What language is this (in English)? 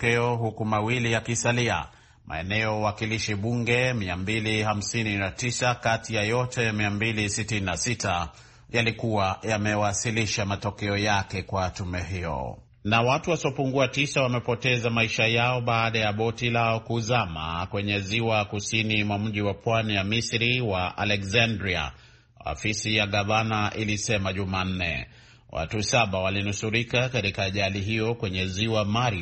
Swahili